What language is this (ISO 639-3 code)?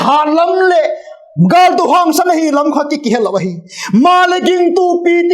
vap